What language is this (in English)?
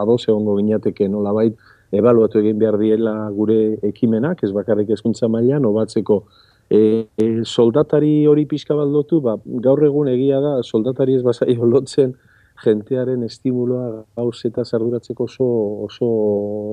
Basque